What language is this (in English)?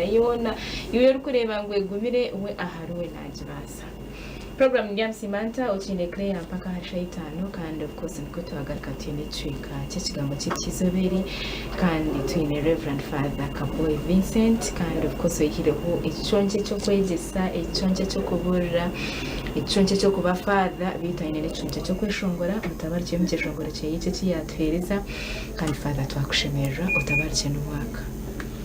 Nyankole